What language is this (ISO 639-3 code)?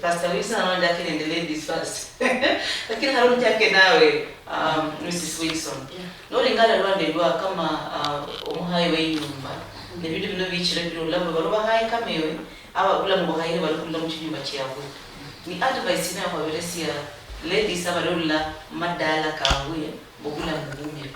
luy